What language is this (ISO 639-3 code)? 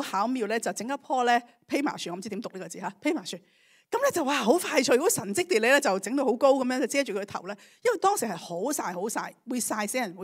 yue